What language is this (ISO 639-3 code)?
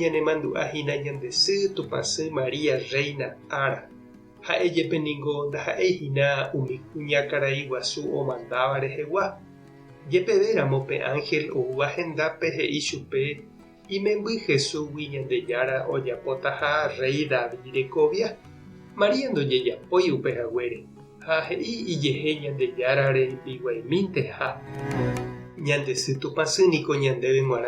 grn